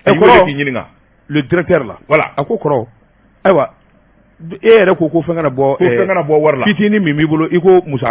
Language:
Bambara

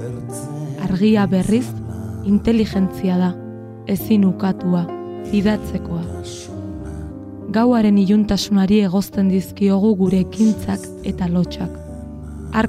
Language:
Basque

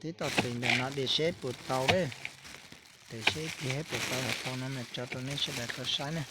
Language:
Hmong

